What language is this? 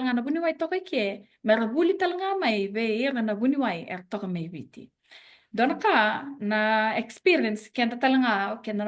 Fijian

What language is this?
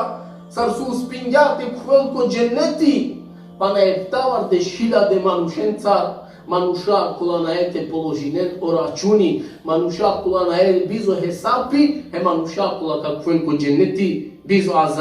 Balkan Romani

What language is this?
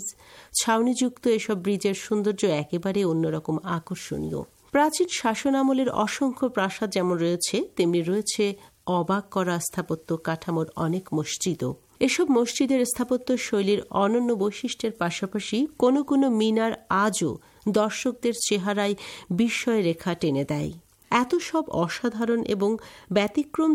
Bangla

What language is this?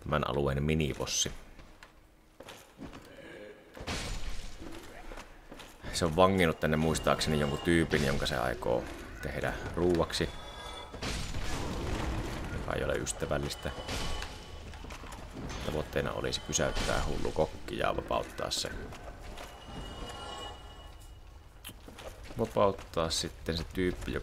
Finnish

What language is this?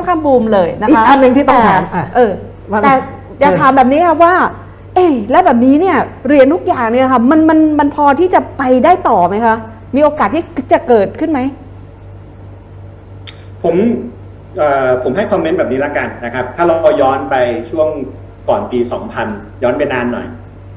Thai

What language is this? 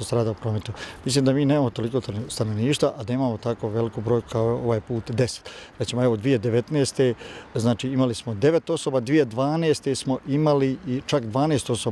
Croatian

